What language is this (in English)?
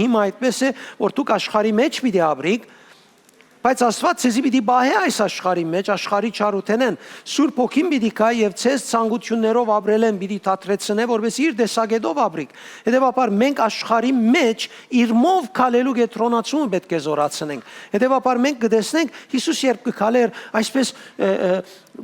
Western Armenian